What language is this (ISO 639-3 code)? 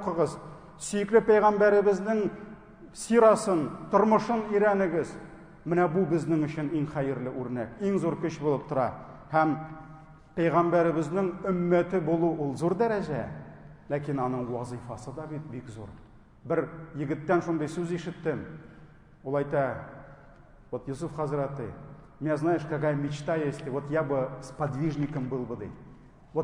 tat